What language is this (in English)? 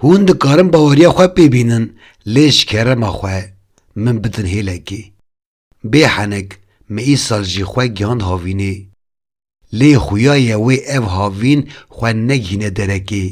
Kurdish